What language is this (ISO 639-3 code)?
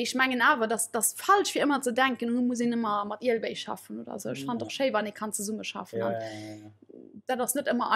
ltz